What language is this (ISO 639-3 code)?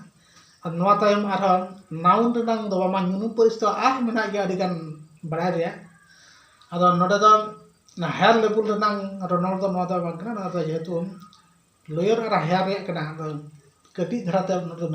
sat